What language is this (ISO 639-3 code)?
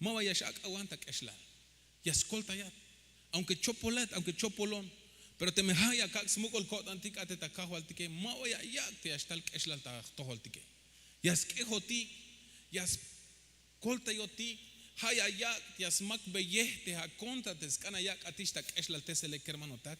tzh